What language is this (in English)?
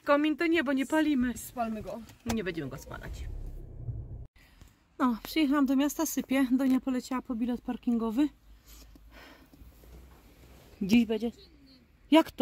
Polish